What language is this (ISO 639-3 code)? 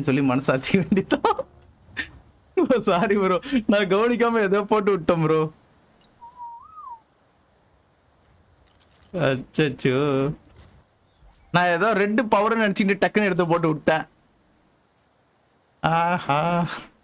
tam